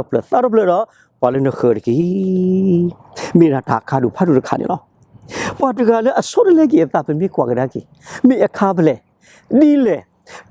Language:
S'gaw Karen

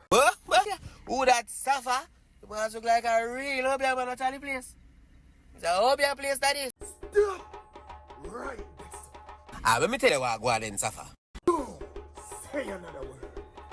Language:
Jamaican Creole English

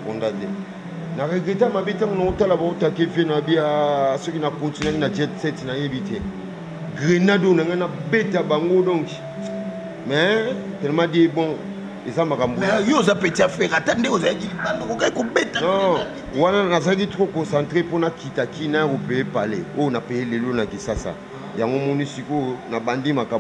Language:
Lingala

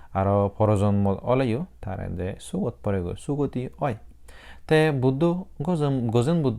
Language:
Chakma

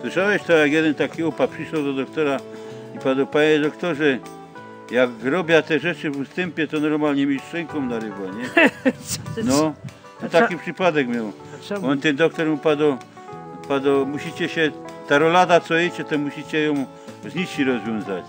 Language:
Silesian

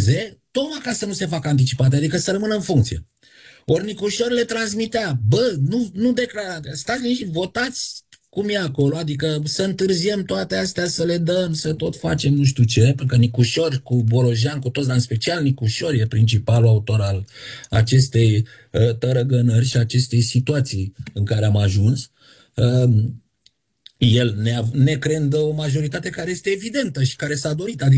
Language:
Romanian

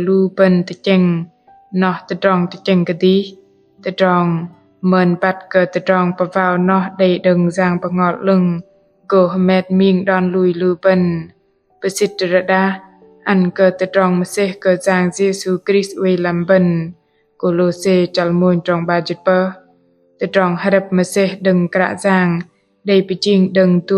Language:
Bahnar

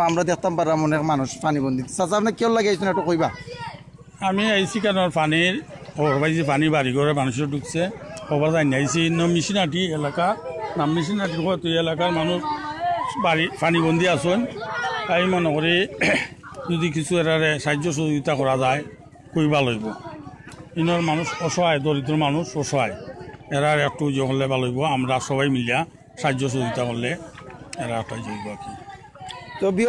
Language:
Sylheti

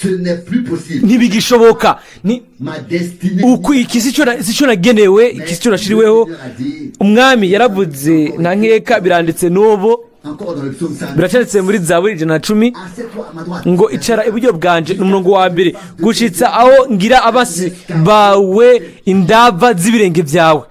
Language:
Rundi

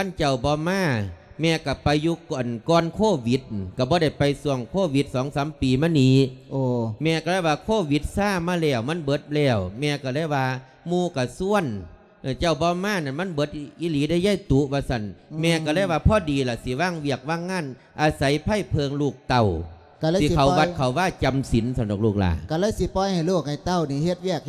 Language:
Lao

